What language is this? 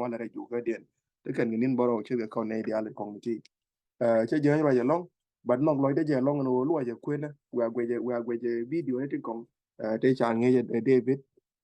Nuer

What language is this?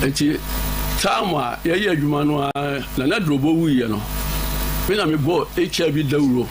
Akan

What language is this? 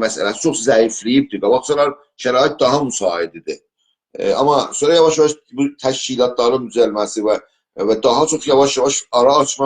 South Azerbaijani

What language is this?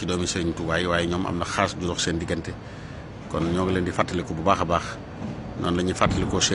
Wolof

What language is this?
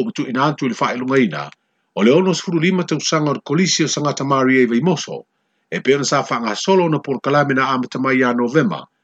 Samoan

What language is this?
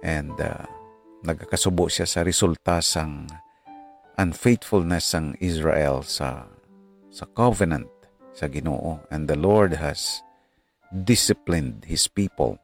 Hiligaynon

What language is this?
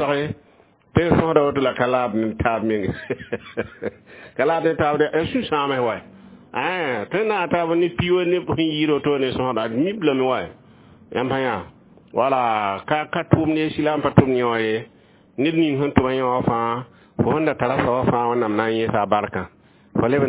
Mossi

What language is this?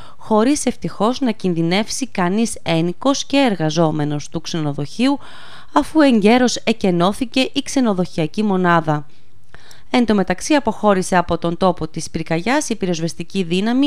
Greek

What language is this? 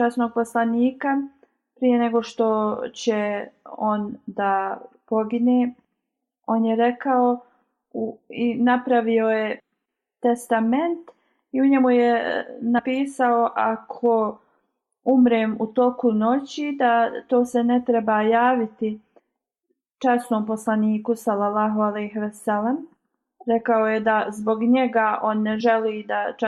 Bosnian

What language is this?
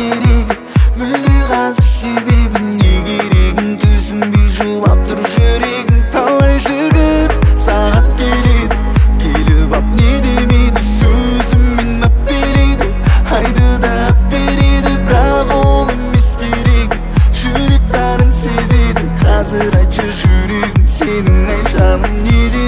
Kazakh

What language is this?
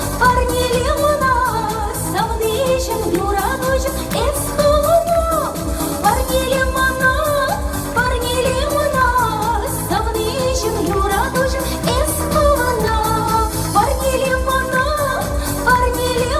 Chuvash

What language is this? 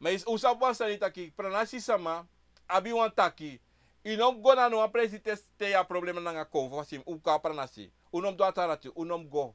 Sranan Tongo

